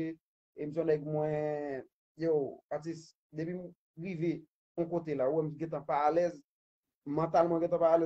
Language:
Haitian Creole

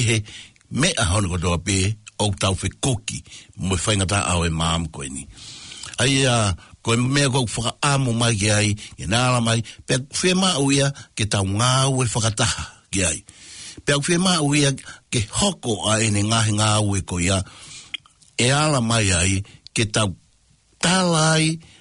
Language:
Tongan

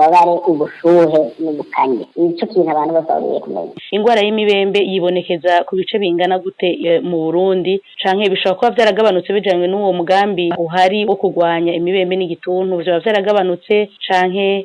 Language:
Rundi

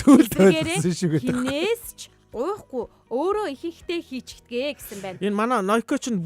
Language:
Mongolian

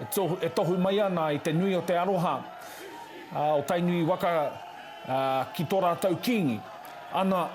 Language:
Māori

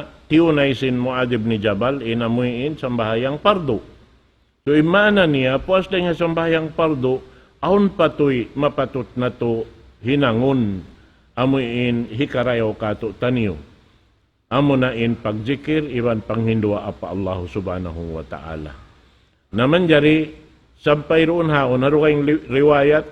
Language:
Tausug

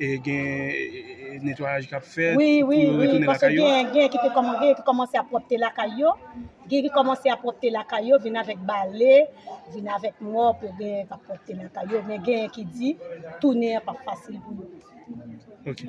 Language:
Haitian Creole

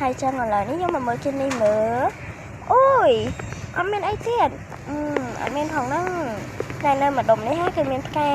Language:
Khmer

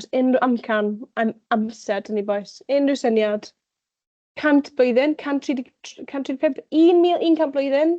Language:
Welsh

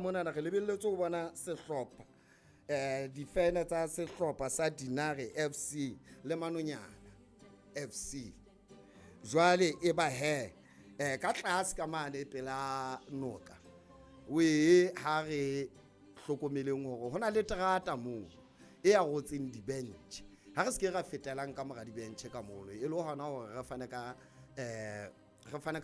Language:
Southern Sotho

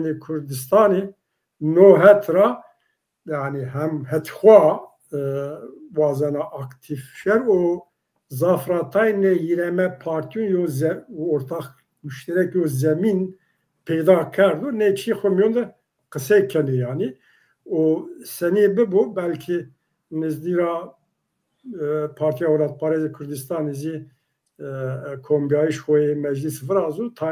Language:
Zaza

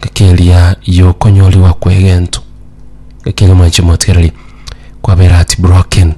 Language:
Gusii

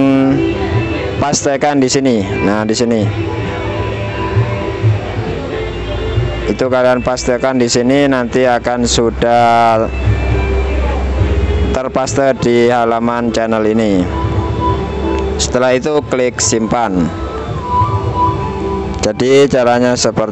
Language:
Indonesian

